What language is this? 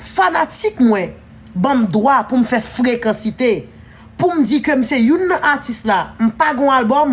Haitian Creole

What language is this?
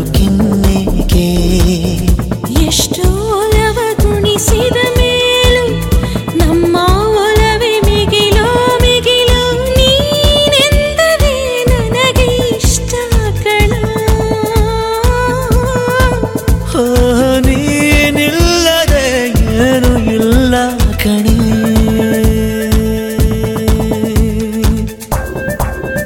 Kannada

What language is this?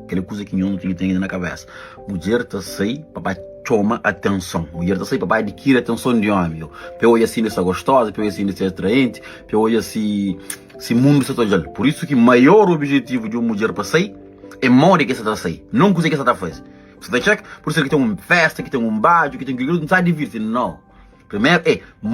Kabuverdianu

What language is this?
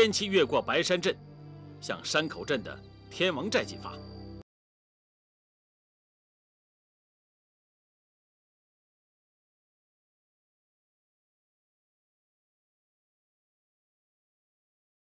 Chinese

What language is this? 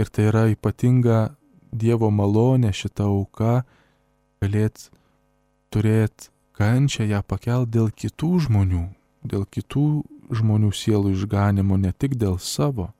Lithuanian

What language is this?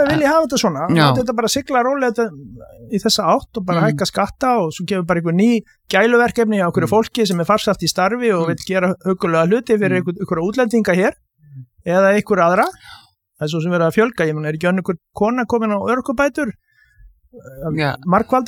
Icelandic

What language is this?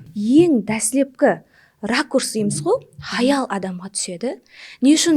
Kara-Kalpak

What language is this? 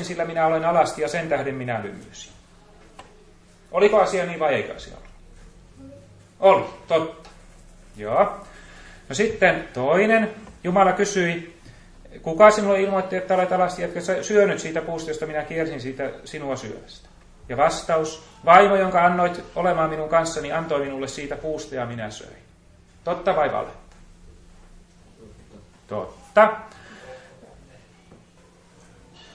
Finnish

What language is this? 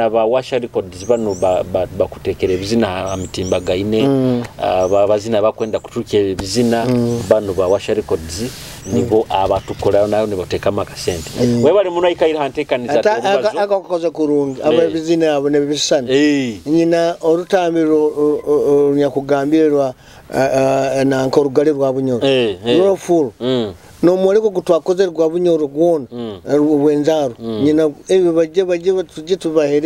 Nyoro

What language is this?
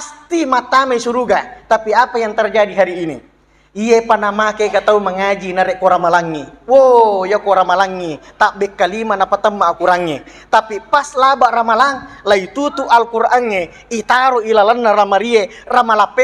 Buginese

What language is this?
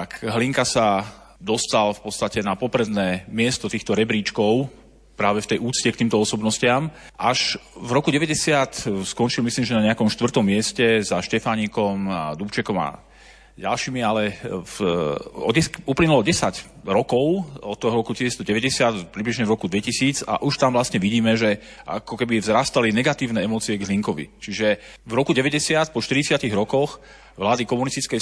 Slovak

